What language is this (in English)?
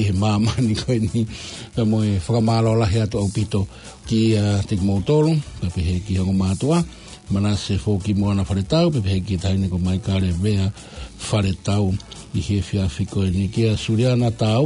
Tongan